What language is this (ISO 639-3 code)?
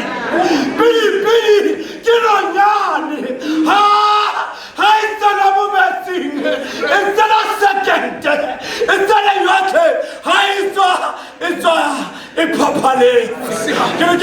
tsn